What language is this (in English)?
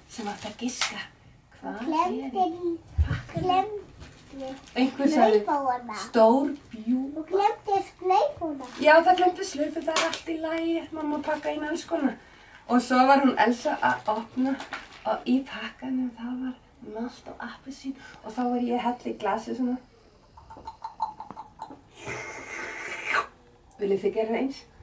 Icelandic